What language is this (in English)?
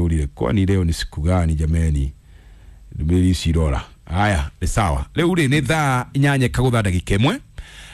Kikuyu